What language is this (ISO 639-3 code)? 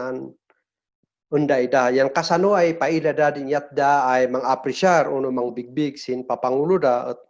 kne